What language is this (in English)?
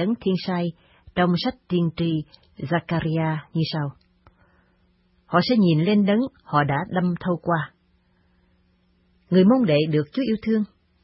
Vietnamese